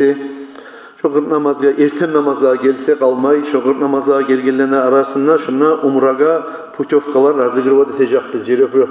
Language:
Kumyk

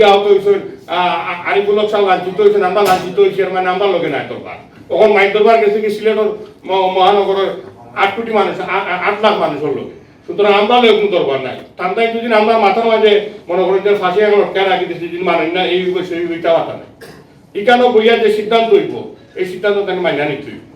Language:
Sylheti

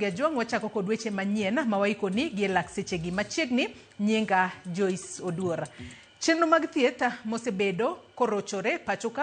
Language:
Luo (Kenya and Tanzania)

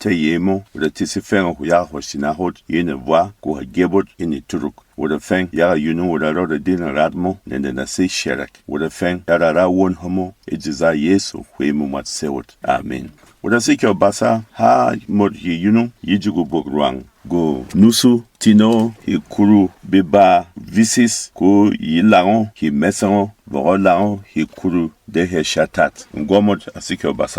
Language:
Berom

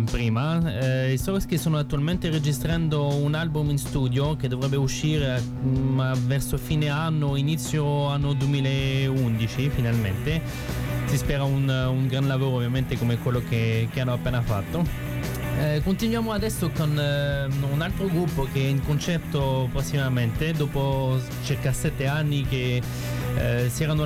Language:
Italian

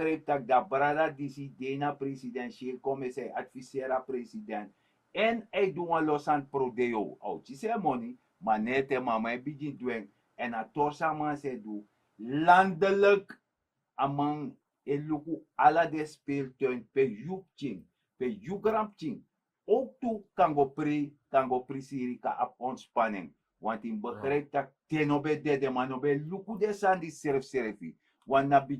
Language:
Sranan Tongo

